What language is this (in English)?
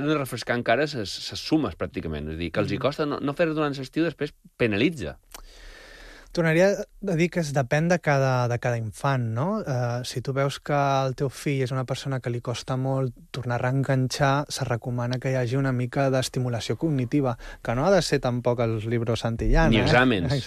Catalan